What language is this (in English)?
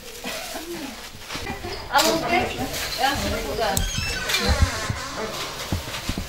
Turkish